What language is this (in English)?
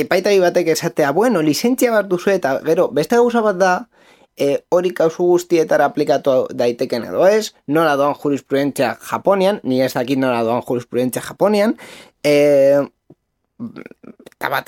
Basque